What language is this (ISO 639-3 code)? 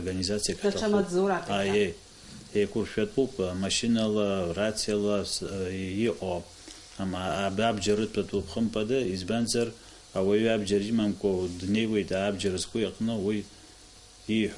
abk